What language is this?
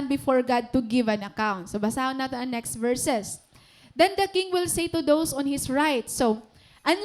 Waray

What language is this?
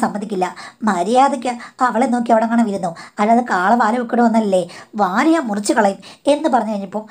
Malayalam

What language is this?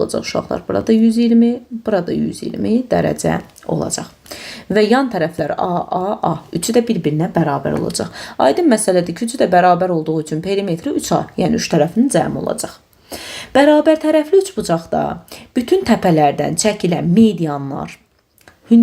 Azerbaijani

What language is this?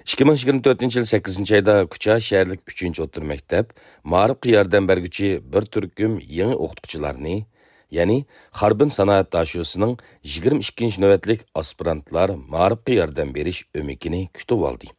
Uyghur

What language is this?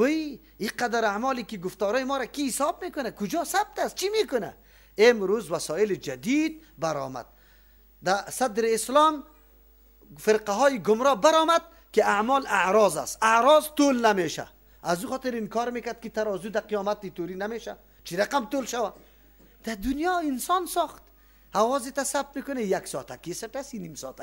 Persian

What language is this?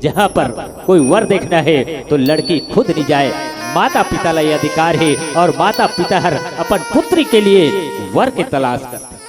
Chhattisgarhi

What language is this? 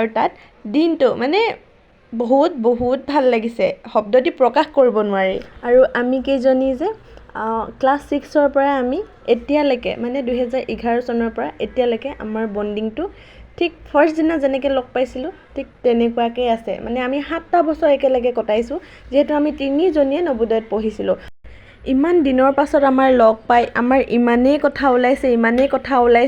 Assamese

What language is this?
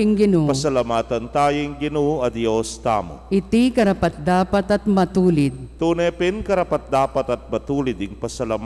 Pampanga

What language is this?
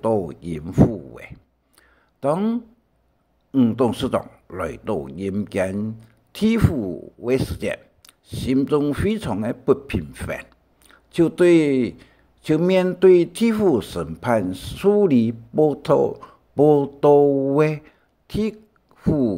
Hakka Chinese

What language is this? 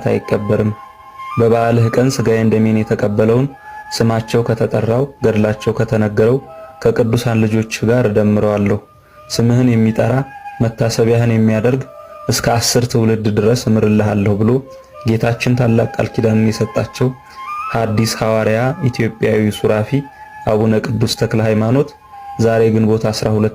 Amharic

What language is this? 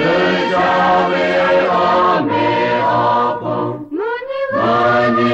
Lahu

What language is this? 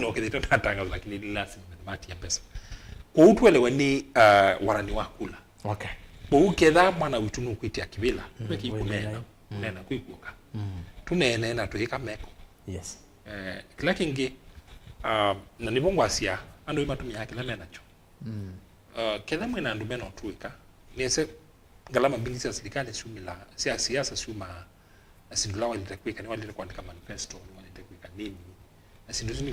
Kamba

